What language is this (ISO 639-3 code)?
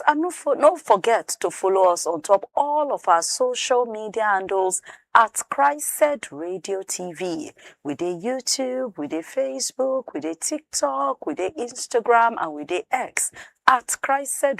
pcm